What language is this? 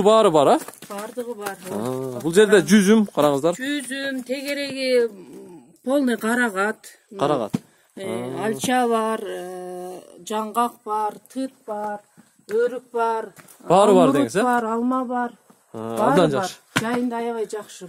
Kyrgyz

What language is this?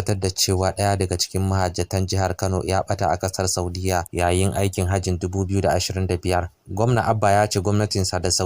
Hausa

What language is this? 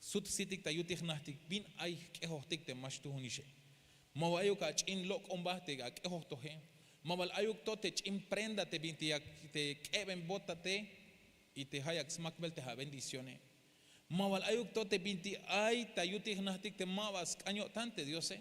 Tzeltal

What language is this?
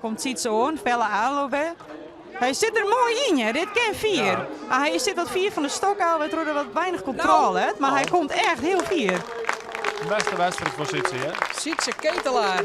Western Frisian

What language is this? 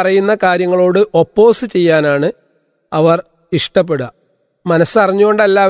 Malayalam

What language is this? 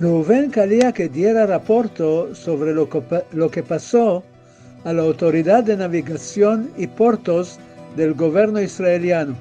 Ladino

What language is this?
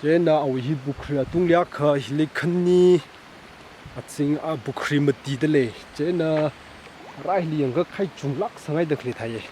Tangkhul Naga (India)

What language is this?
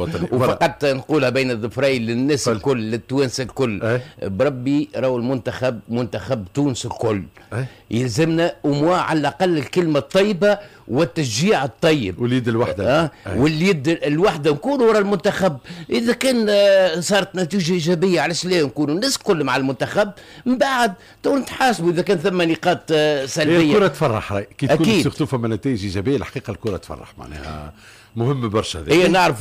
Tunisian Arabic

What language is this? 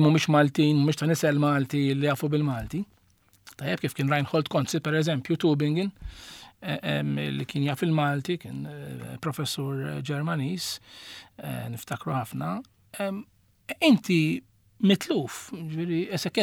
Maltese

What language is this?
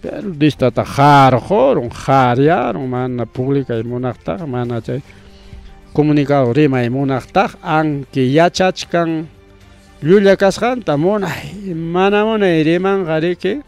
Ayacucho Quechua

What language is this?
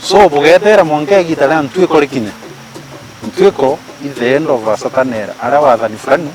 Meru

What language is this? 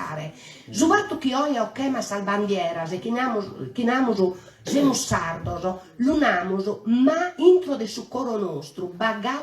Sardinian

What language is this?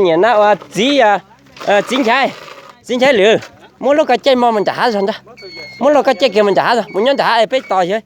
Hmong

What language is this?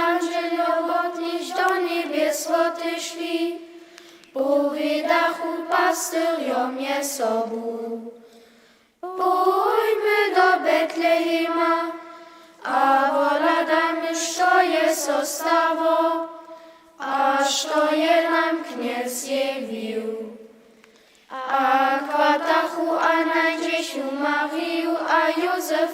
Upper Sorbian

